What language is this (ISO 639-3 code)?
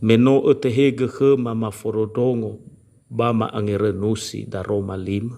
nia